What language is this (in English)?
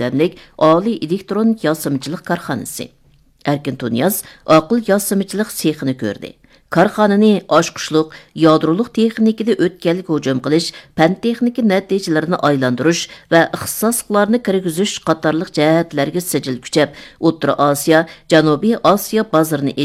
Uyghur